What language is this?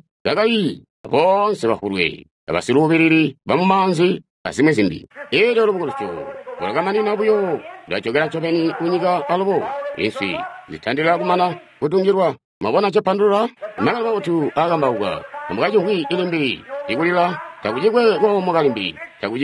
Tonga (Zambia)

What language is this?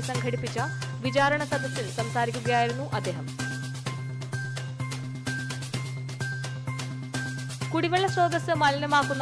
Malayalam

